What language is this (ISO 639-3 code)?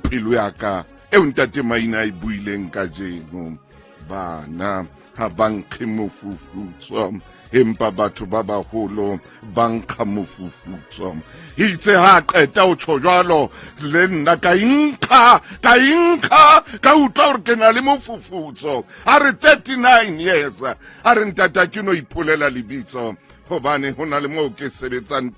sot